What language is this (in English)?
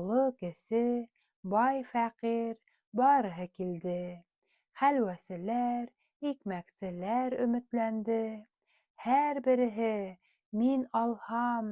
Bashkir